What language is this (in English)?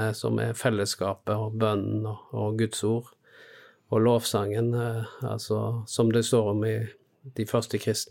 Norwegian